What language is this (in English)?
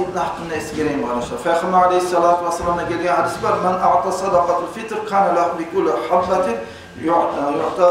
Kumyk